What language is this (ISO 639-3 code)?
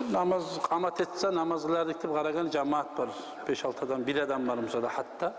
kum